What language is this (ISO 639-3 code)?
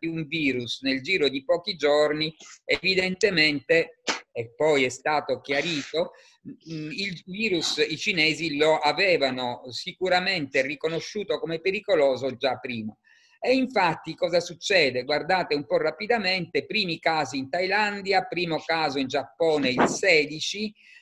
ita